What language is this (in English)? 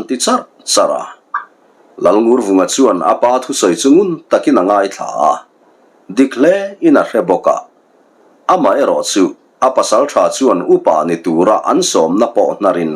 Mizo